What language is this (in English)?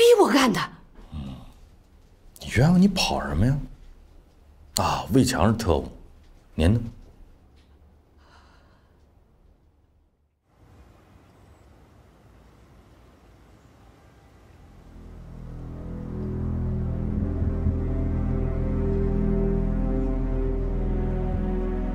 Chinese